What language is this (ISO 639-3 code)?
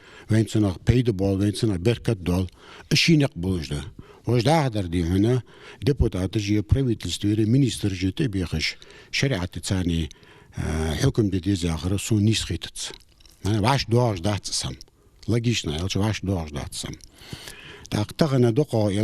inh